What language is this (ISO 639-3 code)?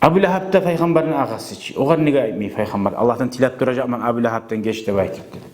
kum